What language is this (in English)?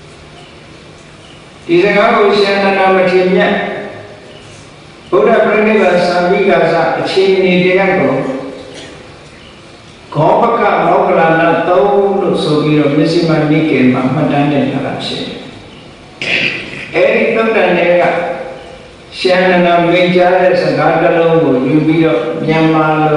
Burmese